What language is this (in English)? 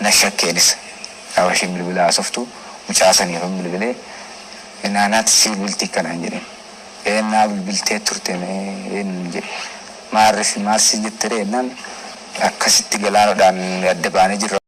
Oromo